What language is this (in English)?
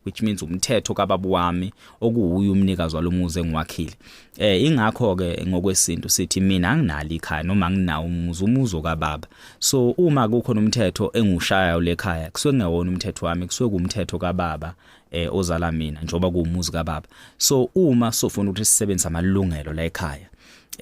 Zulu